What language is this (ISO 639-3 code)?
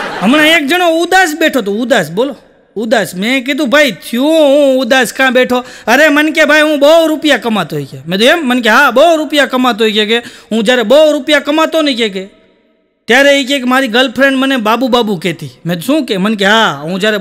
guj